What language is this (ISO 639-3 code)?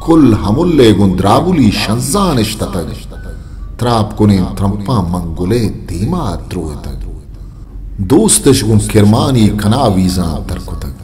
bgp